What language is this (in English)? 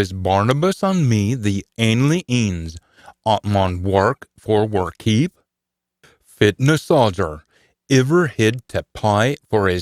Scots